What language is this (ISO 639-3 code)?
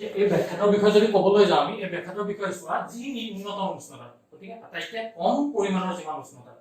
asm